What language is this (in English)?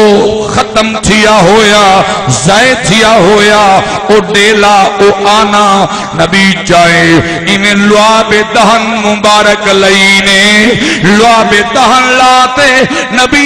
Saraiki